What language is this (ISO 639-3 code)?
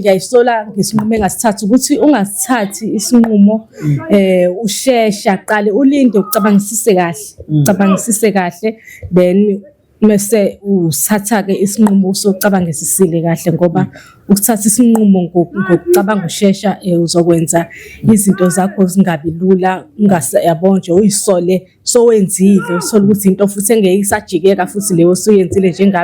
zul